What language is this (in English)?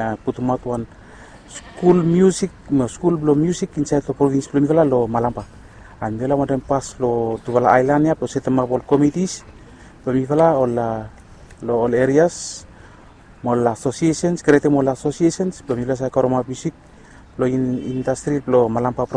Bislama